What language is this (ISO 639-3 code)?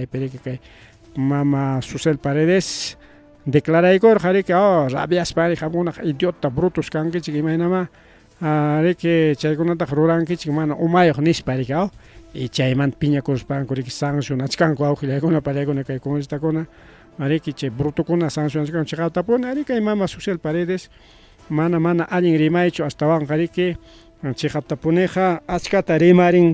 quy